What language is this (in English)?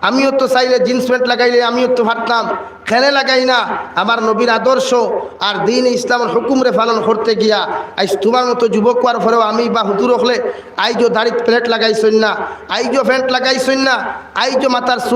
Sylheti